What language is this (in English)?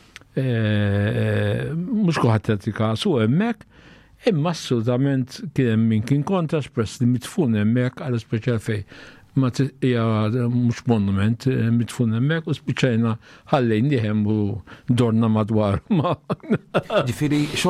Maltese